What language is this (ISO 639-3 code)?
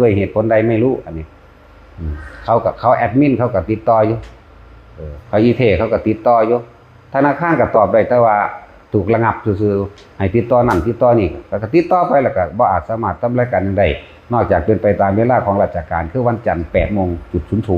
tts